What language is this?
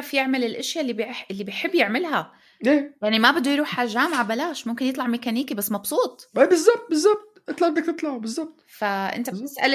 North Levantine Arabic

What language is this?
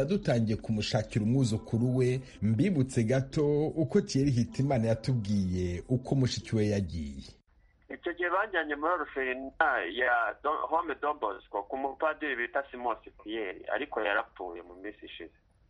Kinyarwanda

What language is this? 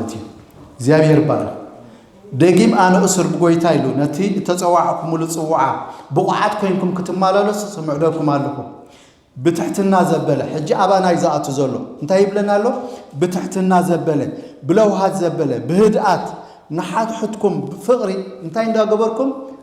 Tigrinya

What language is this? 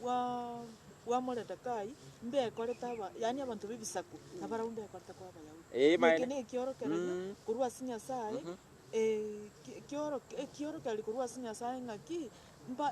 Gusii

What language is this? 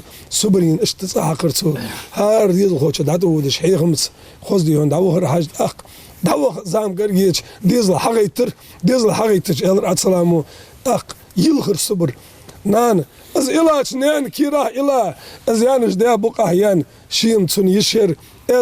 Ingush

